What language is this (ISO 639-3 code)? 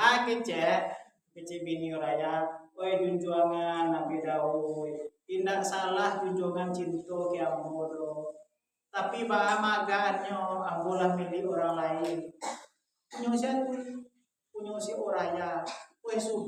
min